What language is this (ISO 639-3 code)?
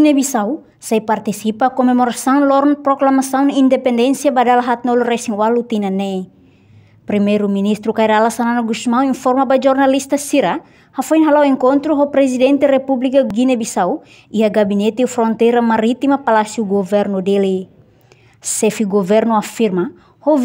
tet